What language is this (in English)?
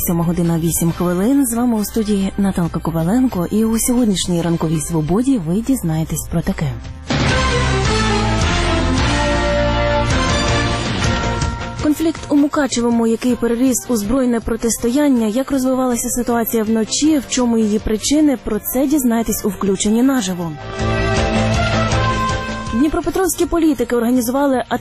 Ukrainian